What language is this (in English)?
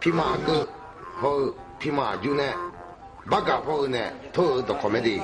Akha